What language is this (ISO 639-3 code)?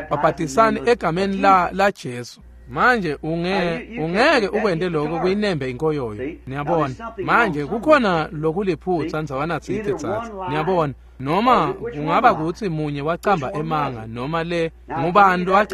ssw